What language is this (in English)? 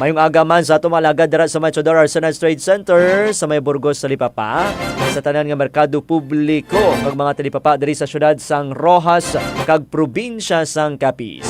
Hiligaynon